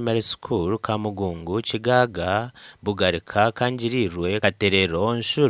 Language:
Nyankole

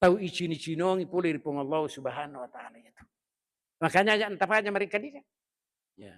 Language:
Buginese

